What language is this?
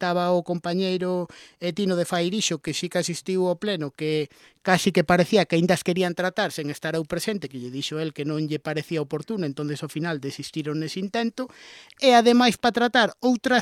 Galician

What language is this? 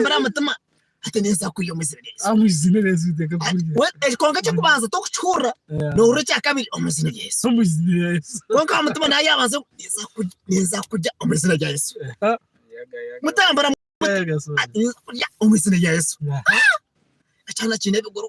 Nyankole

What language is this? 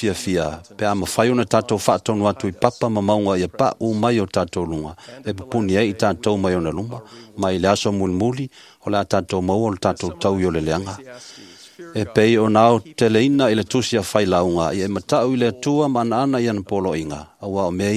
Samoan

